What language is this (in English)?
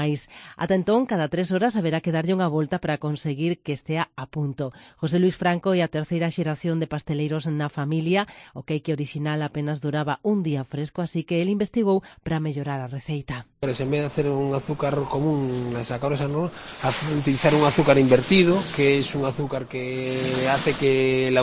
Galician